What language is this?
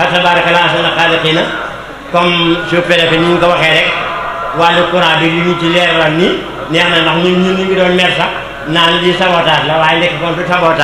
Wolof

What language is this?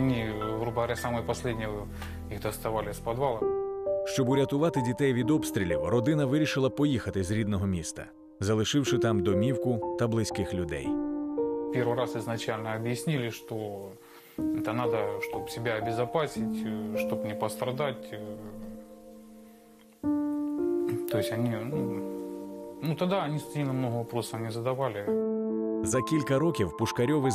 Ukrainian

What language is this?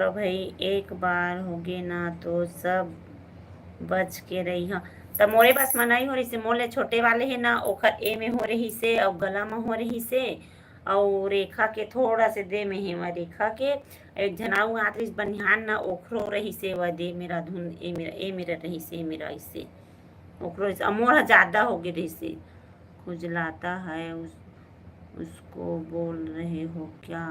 Chhattisgarhi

